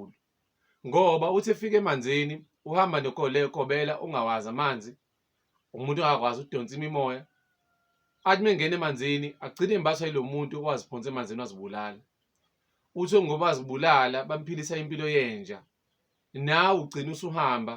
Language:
Zulu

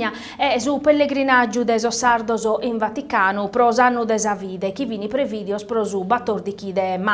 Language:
Sardinian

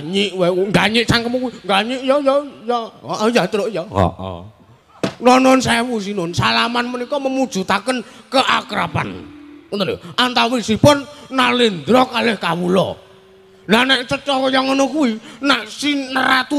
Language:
Javanese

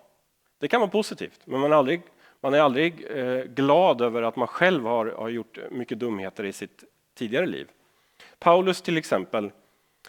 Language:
Swedish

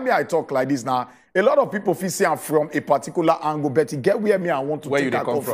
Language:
Nigerian Pidgin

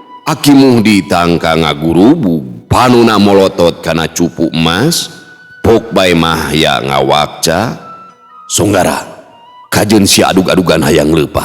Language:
Sundanese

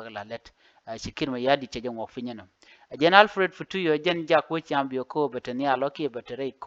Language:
Nuer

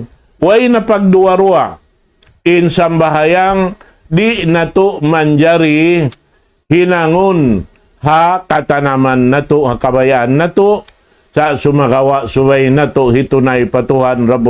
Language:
Tausug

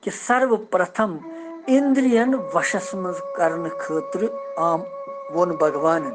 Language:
Kashmiri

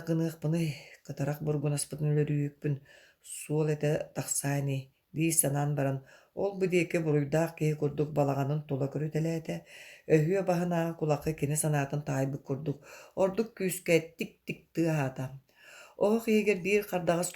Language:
Yakut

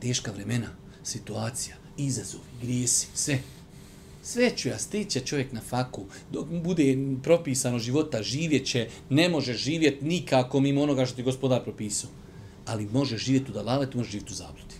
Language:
Bosnian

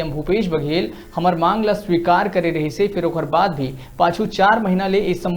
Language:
Chhattisgarhi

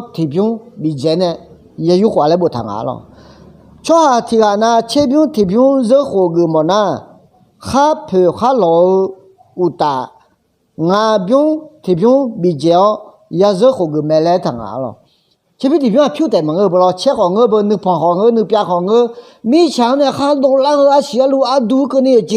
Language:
Akha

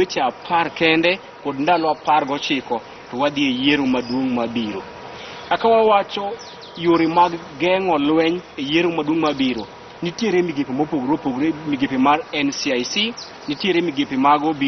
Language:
Luo (Kenya and Tanzania)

